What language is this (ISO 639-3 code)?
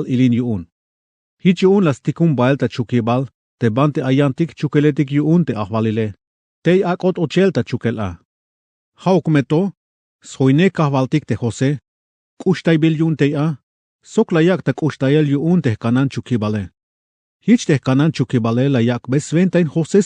tzh